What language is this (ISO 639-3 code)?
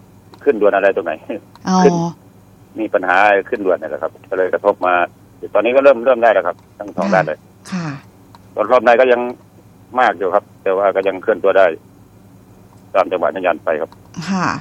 tha